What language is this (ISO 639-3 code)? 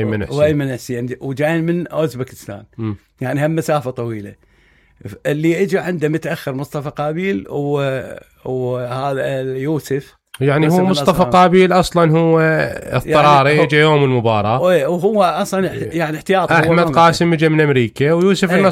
acm